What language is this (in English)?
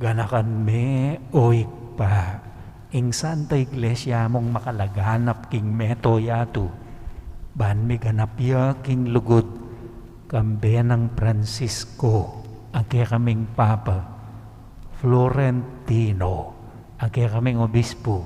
Pampanga